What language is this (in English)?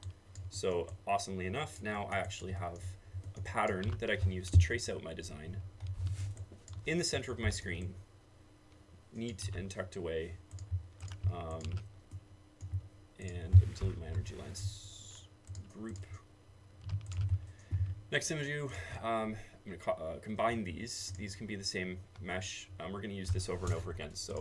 English